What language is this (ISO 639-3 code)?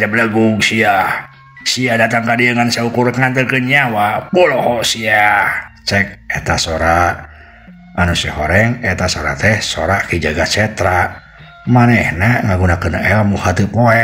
sun